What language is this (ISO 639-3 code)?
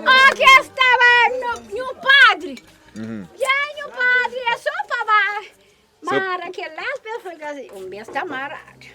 kea